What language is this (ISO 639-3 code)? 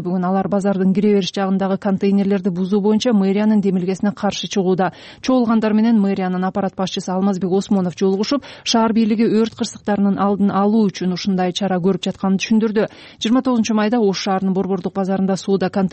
kir